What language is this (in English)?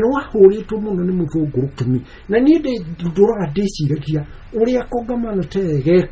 Kikuyu